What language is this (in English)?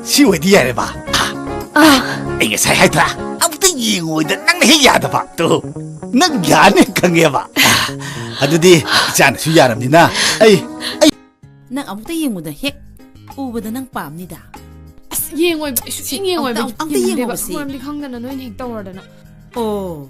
Manipuri